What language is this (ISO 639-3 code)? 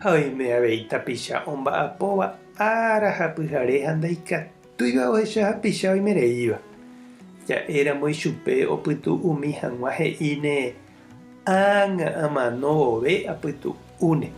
grn